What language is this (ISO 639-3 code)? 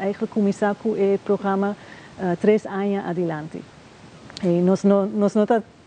pap